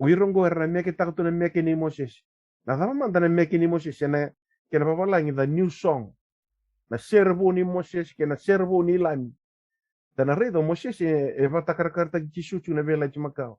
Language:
Fijian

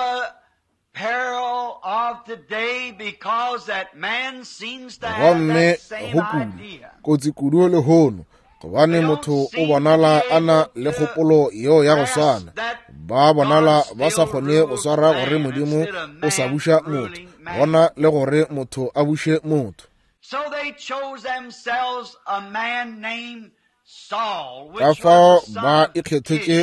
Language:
Northern Sotho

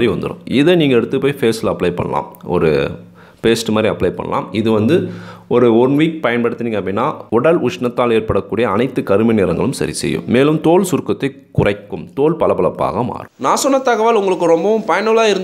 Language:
Tamil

